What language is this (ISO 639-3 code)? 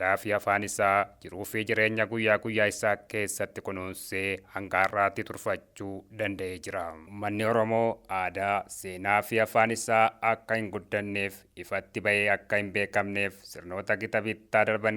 orm